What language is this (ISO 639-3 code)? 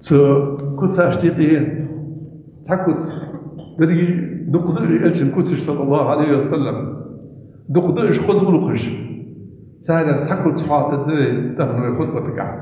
inh